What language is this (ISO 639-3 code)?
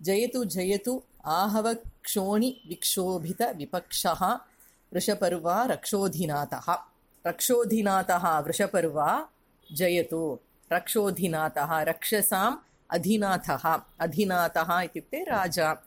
san